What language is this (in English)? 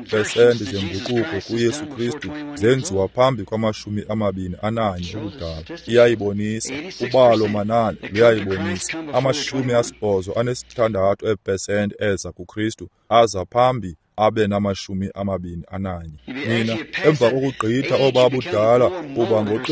Xhosa